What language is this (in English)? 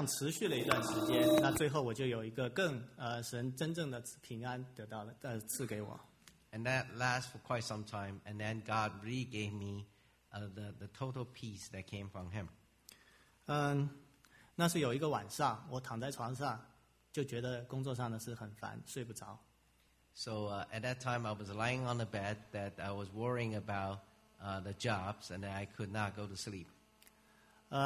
Chinese